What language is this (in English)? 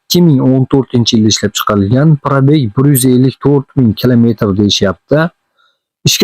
Uzbek